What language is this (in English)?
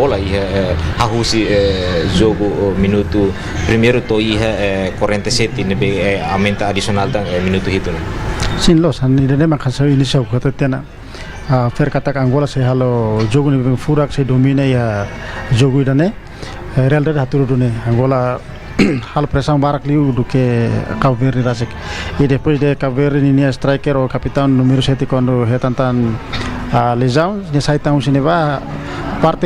Tetum